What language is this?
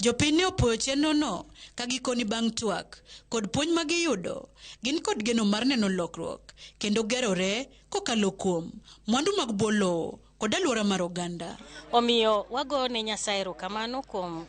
Luo (Kenya and Tanzania)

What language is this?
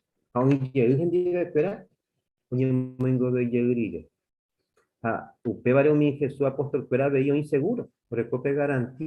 Guarani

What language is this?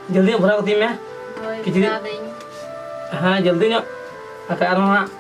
Santali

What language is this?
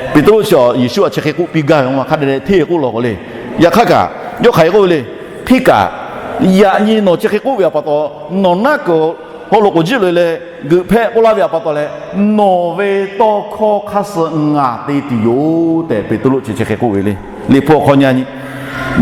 Lahu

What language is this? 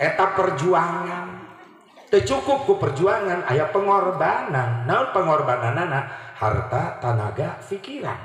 Sundanese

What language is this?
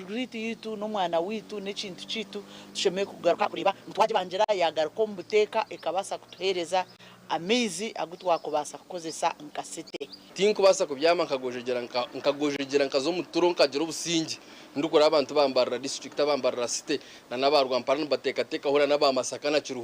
Nyankole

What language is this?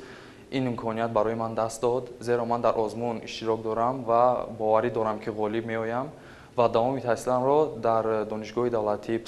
Tajik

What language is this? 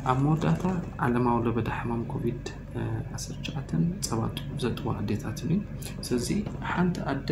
Tigrinya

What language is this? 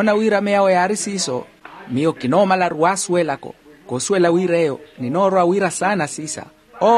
Makhuwa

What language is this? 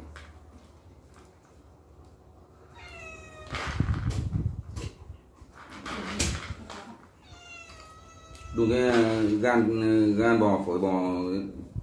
Vietnamese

